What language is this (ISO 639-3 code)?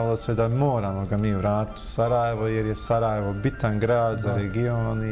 bos